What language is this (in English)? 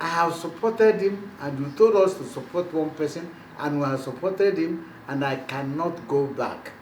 Igbo